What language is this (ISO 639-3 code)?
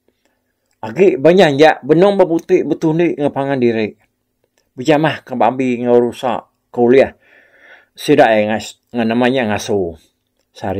iba